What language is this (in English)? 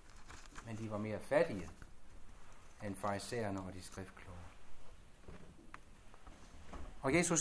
Danish